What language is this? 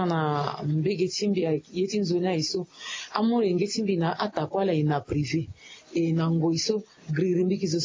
Sango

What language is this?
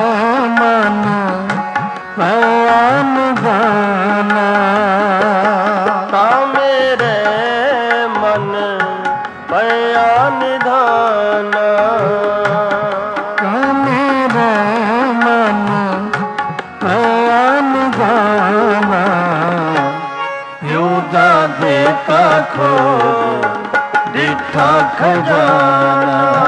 Punjabi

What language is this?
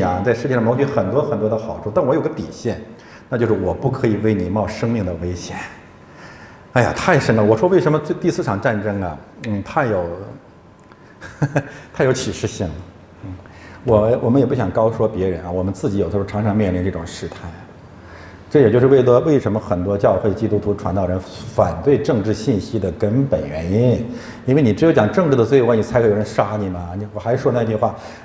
Chinese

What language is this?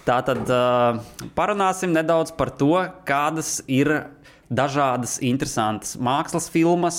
Latvian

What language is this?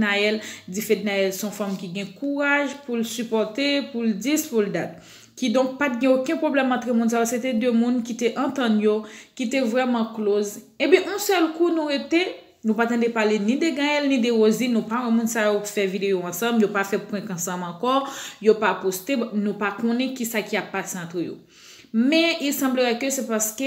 Haitian Creole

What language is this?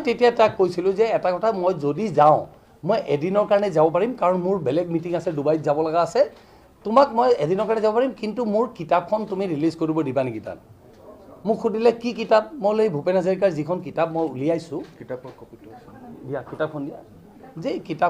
Assamese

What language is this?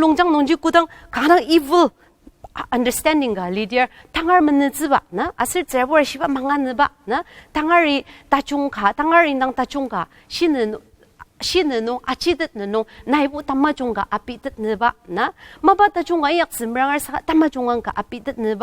Ao Naga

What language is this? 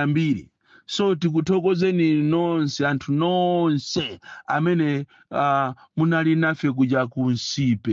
Nyanja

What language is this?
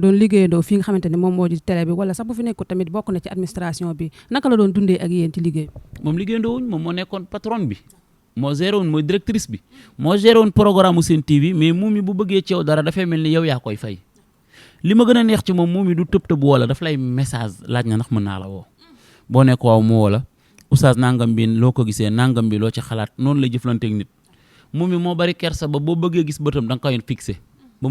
Wolof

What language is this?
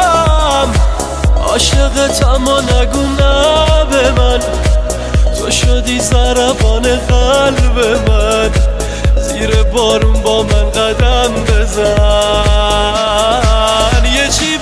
Persian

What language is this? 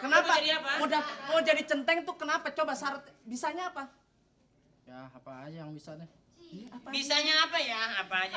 Betawi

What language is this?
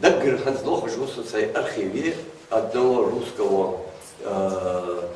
Ingush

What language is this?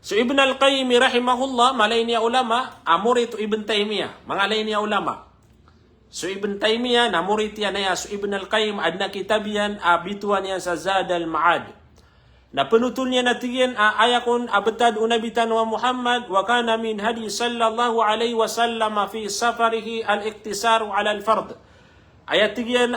Maranao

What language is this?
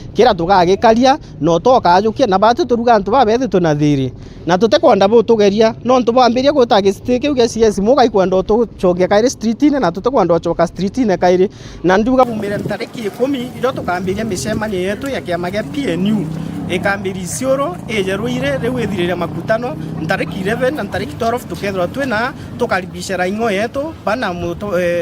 Meru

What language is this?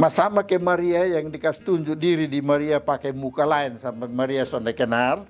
Kupang Malay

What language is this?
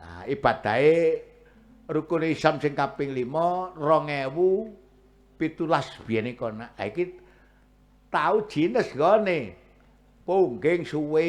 Javanese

